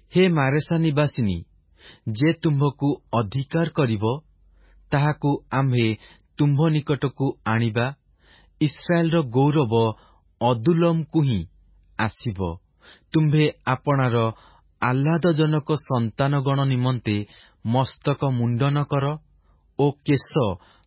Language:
Odia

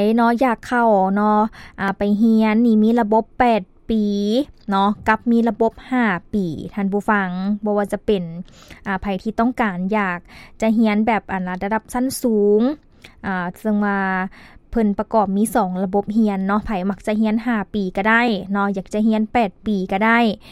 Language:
Lao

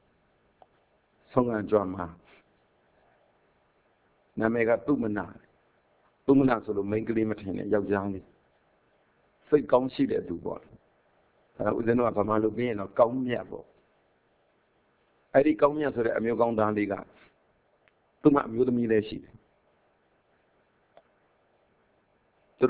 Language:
Burmese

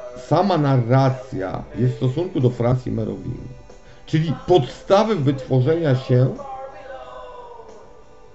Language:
Polish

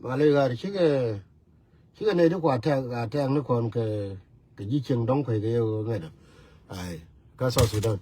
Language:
Nuer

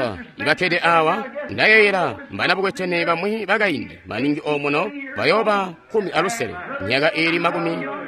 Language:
Tonga (Zambia)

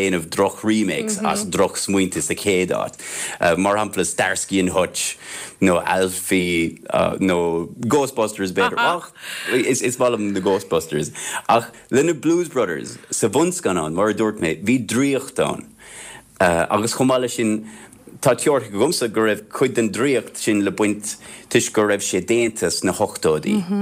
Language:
Irish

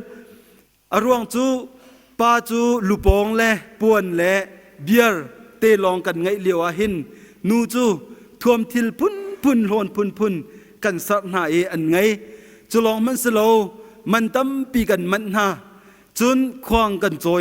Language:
Hakha Chin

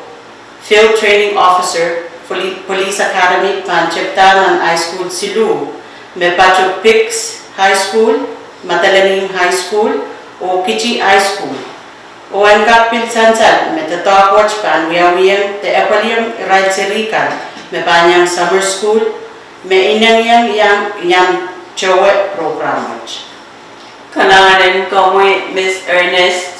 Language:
Pohnpeian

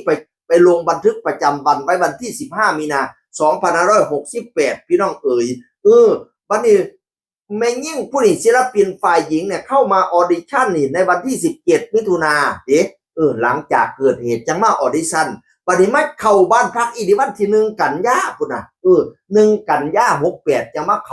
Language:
Northeastern Thai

